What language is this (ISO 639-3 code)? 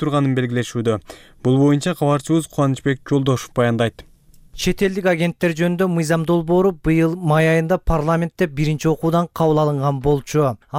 kir